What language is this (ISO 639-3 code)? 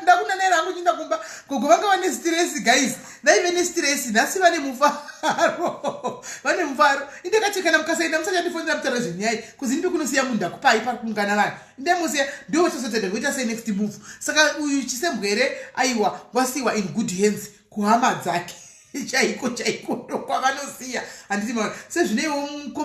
sna